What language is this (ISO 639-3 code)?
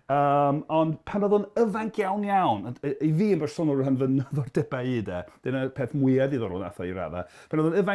cym